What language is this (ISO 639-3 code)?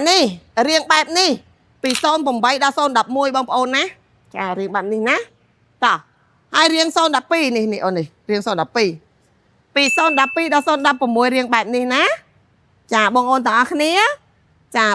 khm